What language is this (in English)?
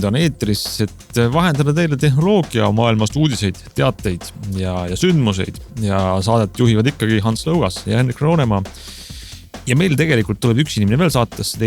Estonian